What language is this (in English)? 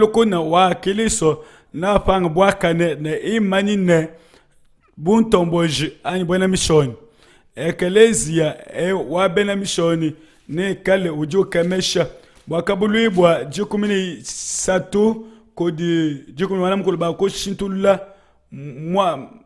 Luba-Lulua